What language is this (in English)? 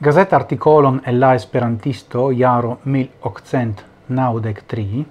Esperanto